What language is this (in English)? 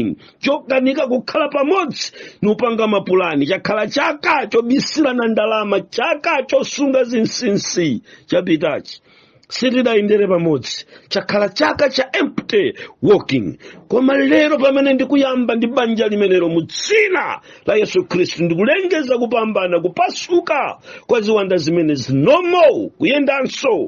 Nyanja